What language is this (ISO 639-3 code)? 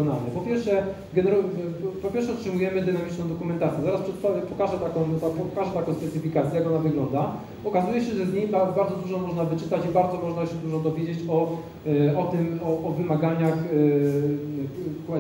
pol